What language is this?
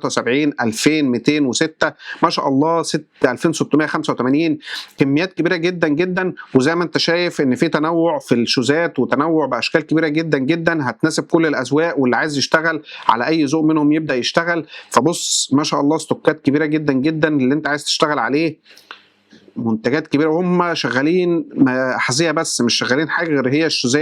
Egyptian Arabic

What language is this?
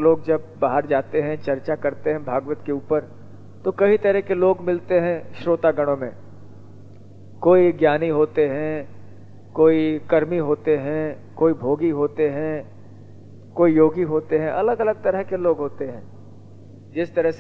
Hindi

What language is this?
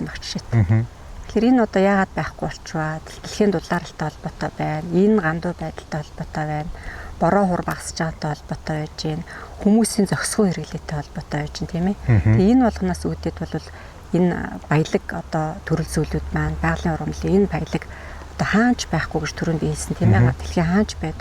Mongolian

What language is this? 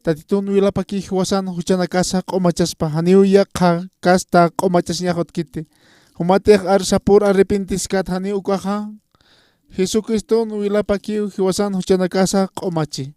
Aymara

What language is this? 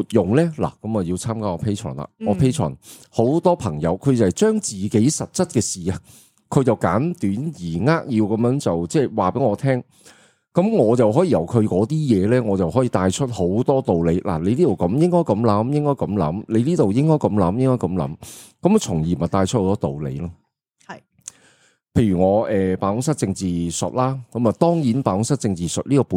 Cantonese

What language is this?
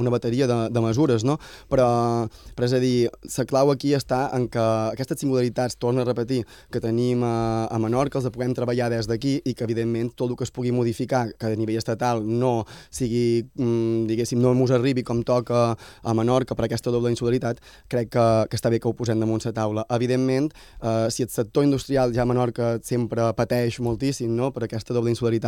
Catalan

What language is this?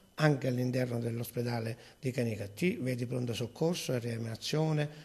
Italian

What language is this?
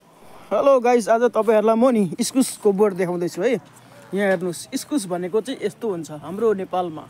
Nepali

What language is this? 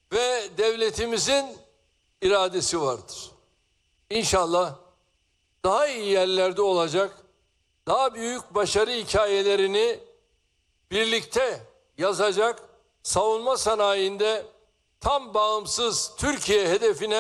Turkish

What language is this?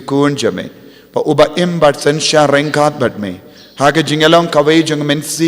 Khasi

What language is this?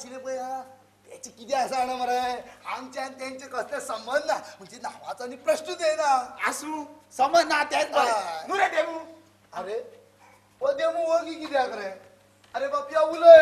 Konkani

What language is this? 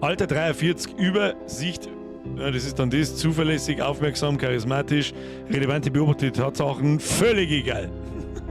Bavarian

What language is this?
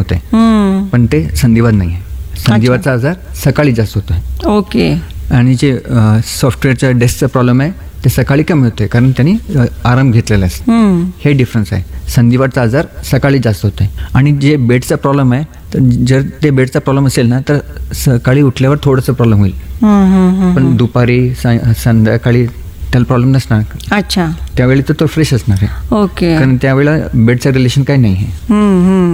Marathi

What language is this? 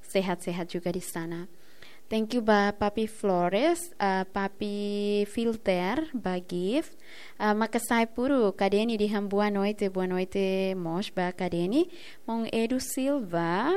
Tetum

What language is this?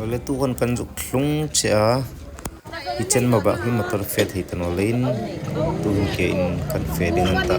Hmar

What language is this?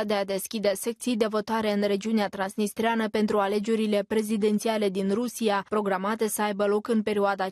Romanian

